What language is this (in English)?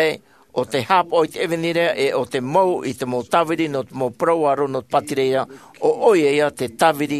Tahitian